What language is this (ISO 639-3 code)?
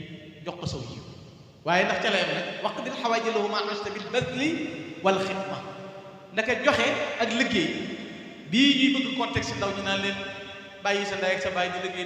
wol